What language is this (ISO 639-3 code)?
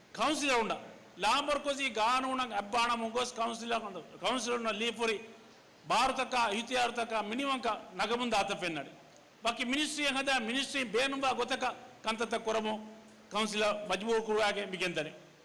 div